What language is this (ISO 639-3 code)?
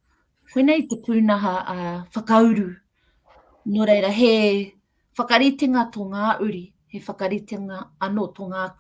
mri